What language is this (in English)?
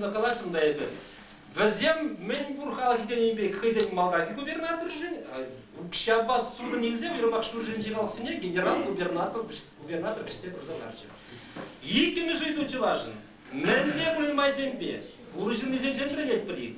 Chuvash